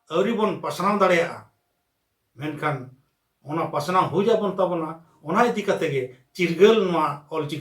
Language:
Santali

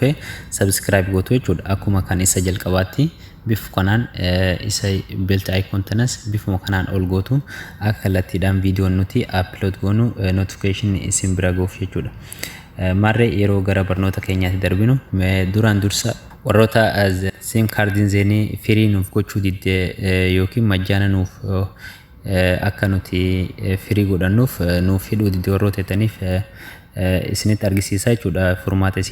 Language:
Oromo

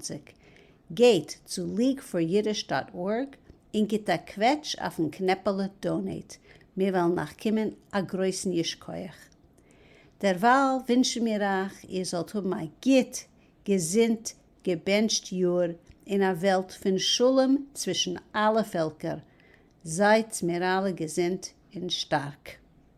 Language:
Yiddish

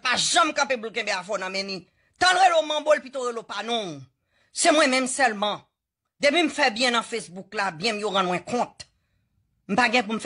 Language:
Haitian Creole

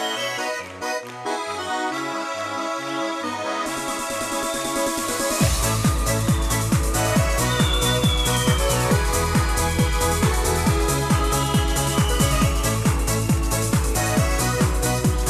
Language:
Chuvash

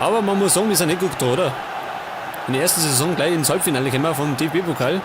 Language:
Bavarian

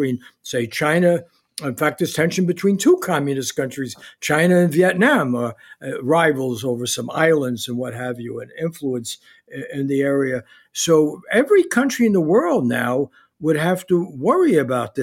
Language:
English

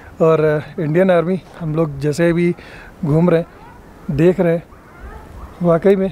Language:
Hindi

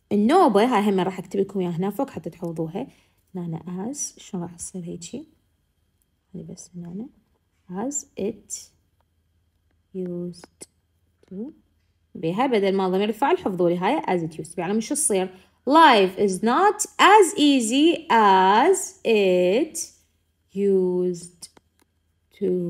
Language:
Mesopotamian Arabic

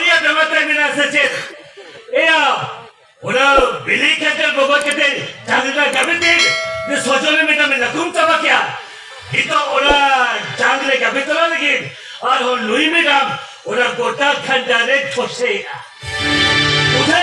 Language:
Santali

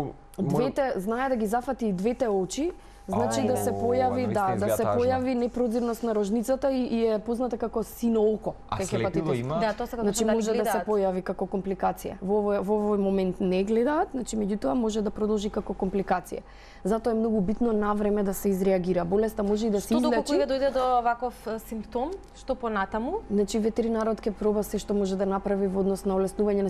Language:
Macedonian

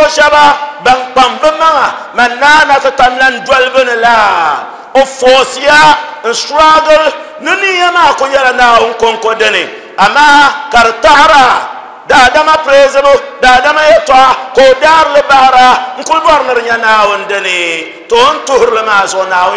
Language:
Dagbani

